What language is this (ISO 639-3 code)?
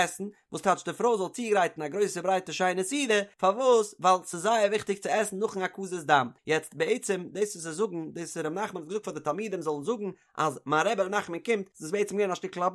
yid